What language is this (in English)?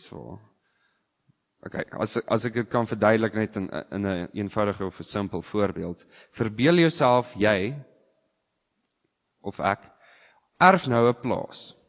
Afrikaans